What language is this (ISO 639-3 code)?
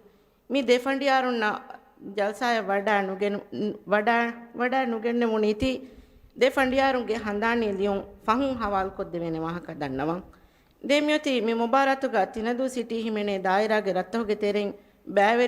div